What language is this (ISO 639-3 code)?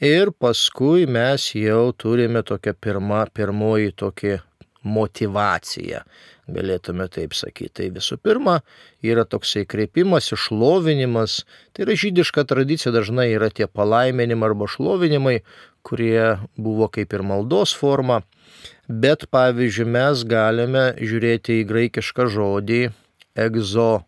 lit